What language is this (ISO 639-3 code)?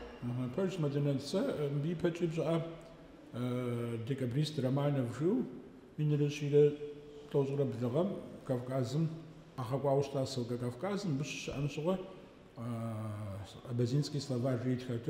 kbd